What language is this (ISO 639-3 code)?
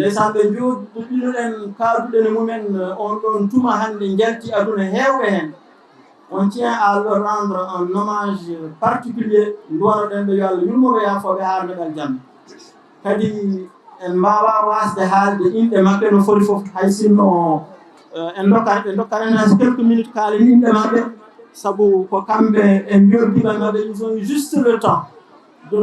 ful